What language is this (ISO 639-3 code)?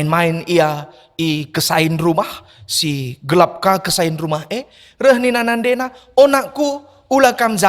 btx